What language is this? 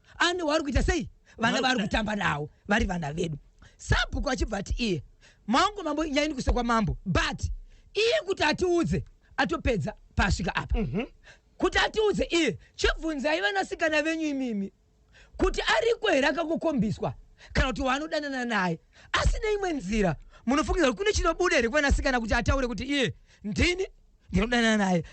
Shona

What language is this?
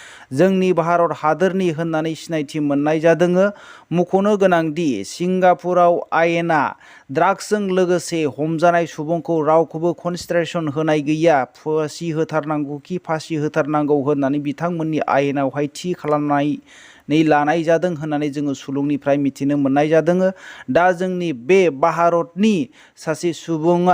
Bodo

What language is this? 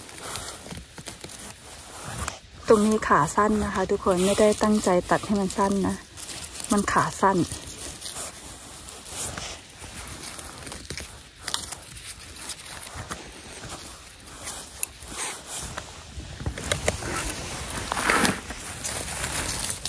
Thai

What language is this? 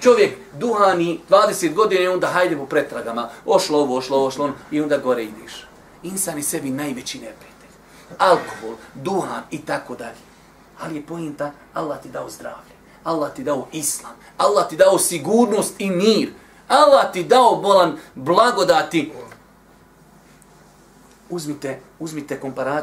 Bosnian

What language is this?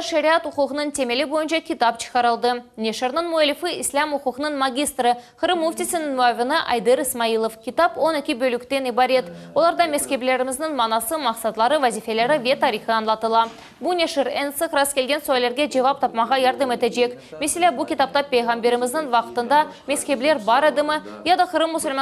Crimean Tatar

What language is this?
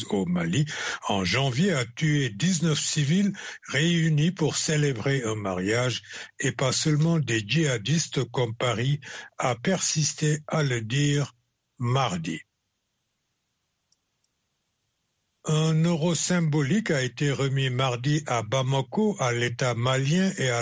French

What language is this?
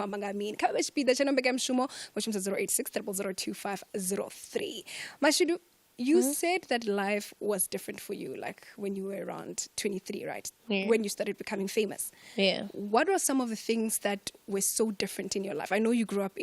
Venda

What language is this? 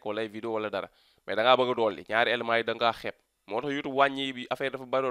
Wolof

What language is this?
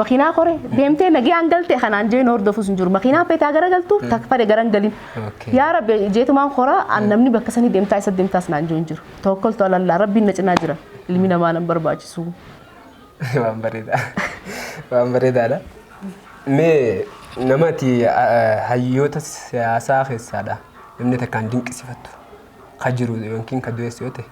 Oromo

